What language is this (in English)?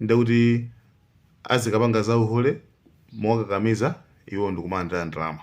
Nyanja